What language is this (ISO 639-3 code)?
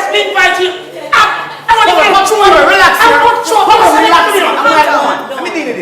jam